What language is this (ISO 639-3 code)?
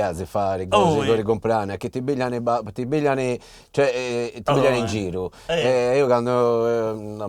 srd